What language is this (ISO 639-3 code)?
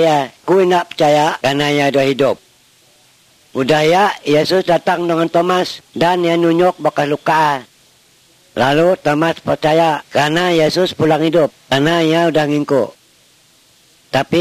msa